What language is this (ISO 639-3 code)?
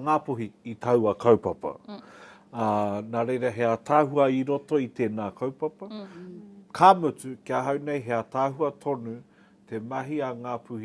mri